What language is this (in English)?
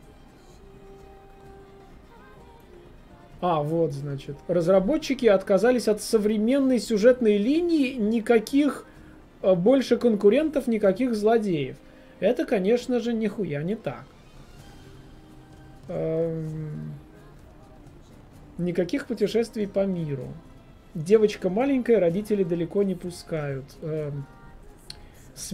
Russian